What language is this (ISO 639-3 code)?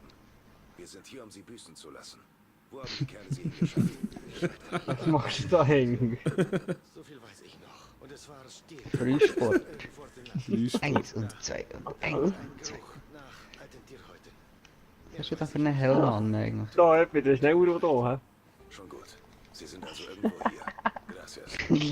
gsw